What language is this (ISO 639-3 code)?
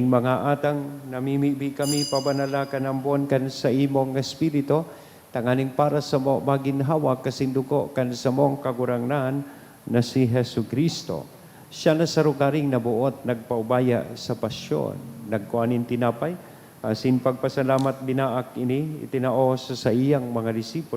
bik